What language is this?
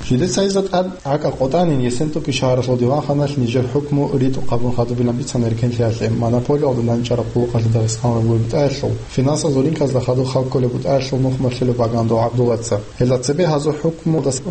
Avaric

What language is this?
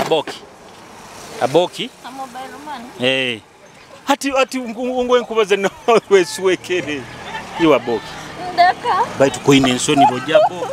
Nyoro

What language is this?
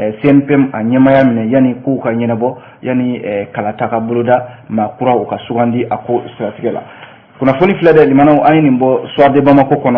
Bambara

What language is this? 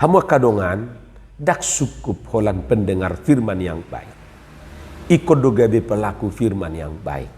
Batak Toba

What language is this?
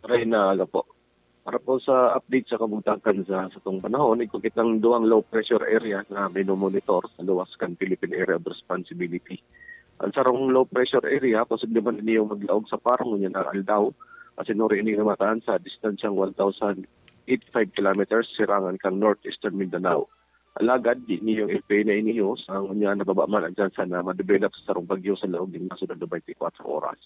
Bikol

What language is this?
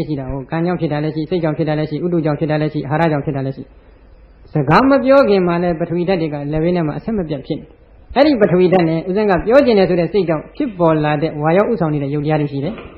Burmese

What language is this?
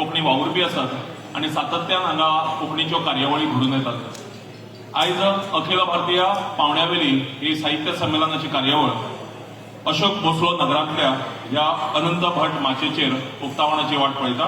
Konkani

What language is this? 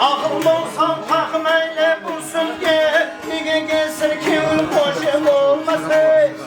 Kara-Kalpak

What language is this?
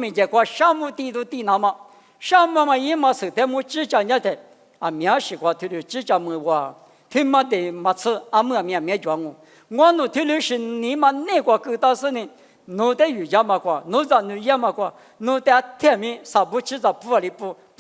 Lisu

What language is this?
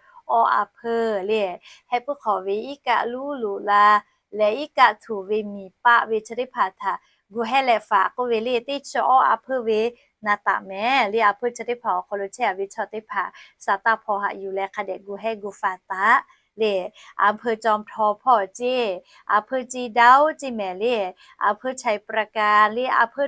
Lahu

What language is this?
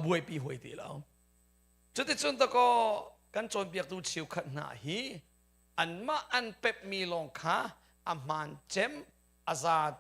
Hakha Chin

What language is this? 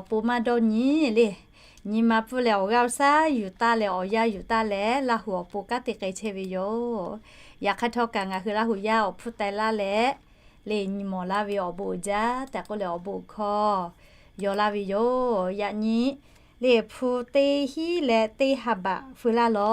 Lahu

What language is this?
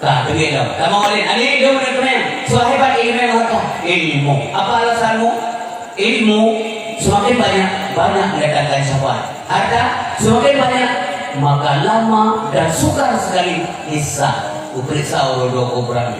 Achinese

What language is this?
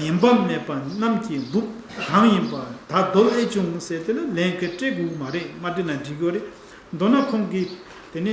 Tibetan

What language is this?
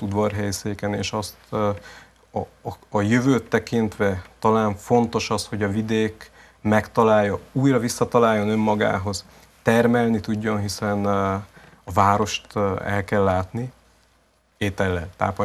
Hungarian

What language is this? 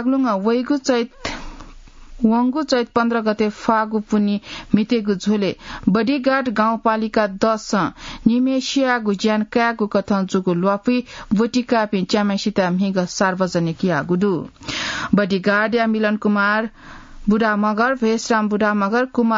Newari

